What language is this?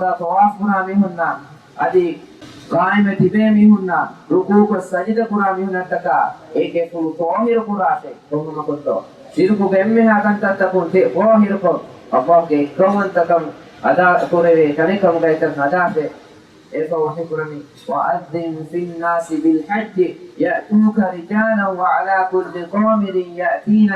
Divehi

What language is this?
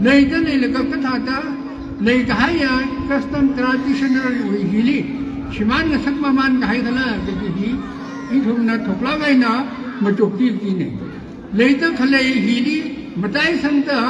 Tangkhul Naga (India)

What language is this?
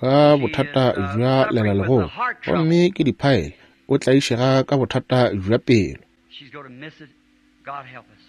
Northern Sotho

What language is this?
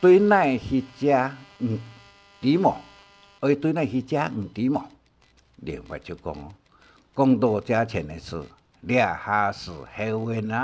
Hakka Chinese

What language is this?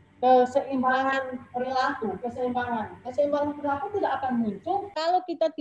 Indonesian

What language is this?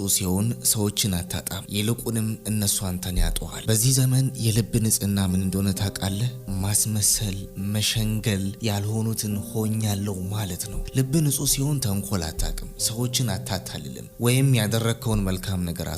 Amharic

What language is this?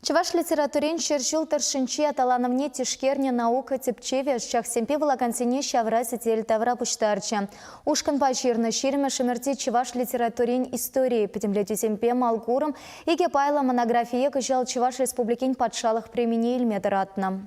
Chuvash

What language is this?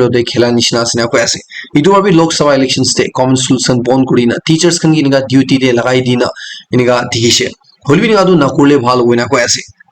Naga Pidgin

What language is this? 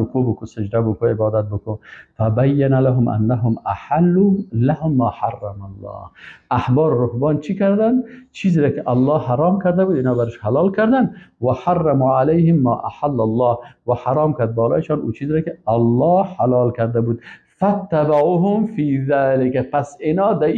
Persian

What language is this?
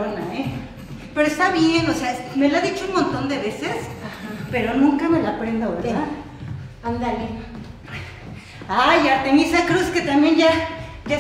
Spanish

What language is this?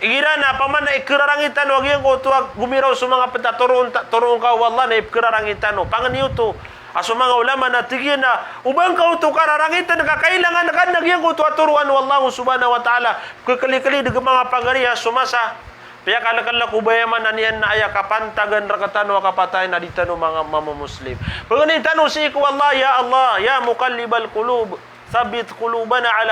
Maranao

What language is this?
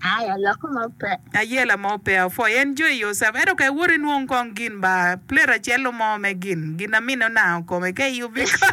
Acoli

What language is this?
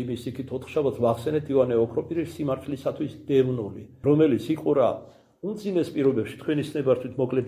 Georgian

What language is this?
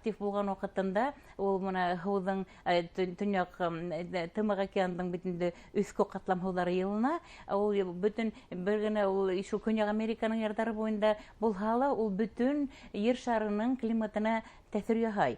Bashkir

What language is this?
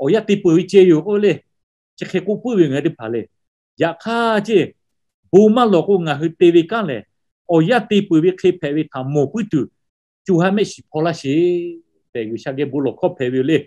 Lahu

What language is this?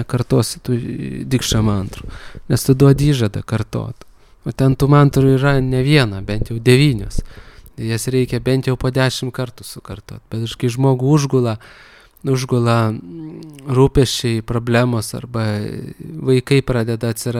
Lithuanian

